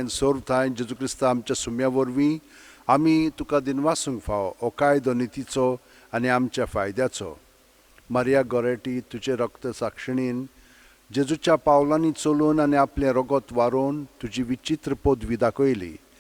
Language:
Konkani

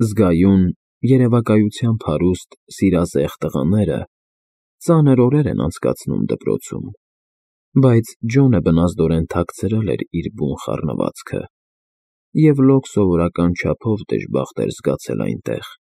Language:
Armenian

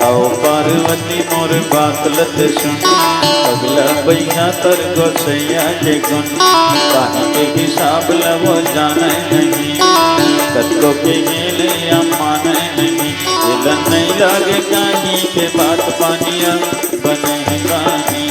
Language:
Chhattisgarhi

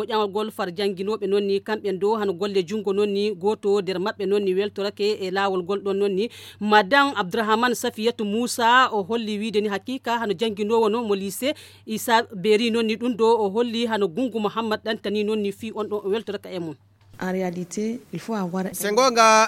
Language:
Fula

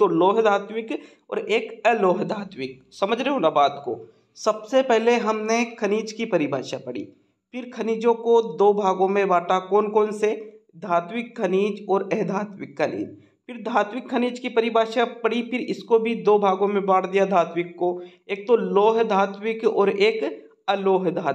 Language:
Hindi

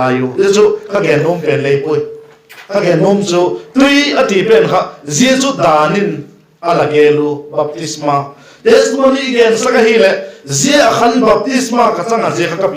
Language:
Vaiphei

